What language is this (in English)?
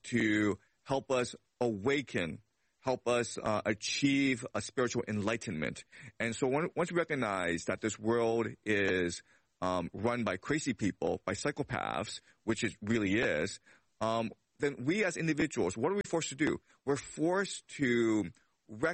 English